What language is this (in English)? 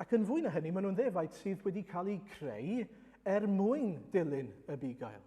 Welsh